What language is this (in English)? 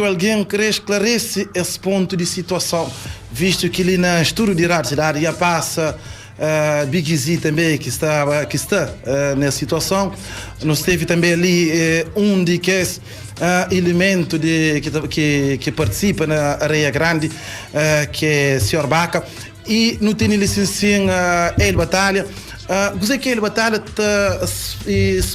Kabuverdianu